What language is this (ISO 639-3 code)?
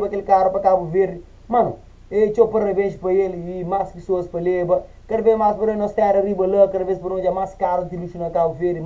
kea